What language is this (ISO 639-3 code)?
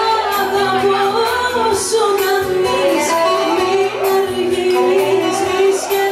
ell